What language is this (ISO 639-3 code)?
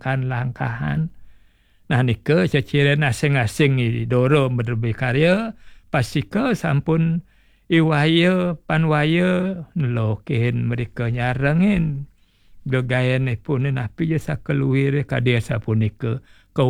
ban